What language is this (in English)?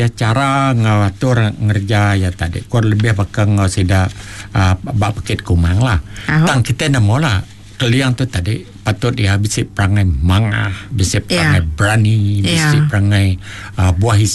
Iban